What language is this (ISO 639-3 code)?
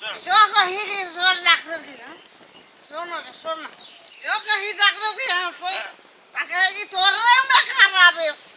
mai